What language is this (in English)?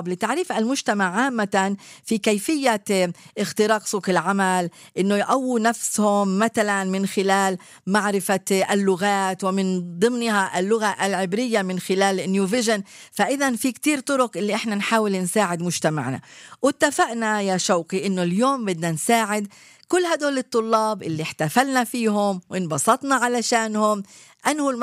North Levantine Arabic